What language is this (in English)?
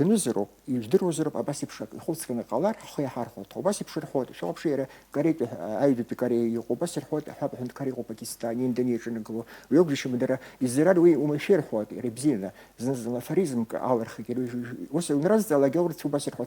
Abkhazian